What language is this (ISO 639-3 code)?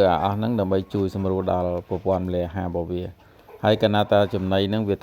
khm